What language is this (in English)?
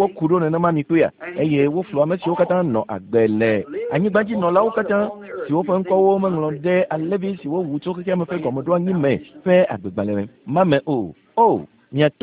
Ewe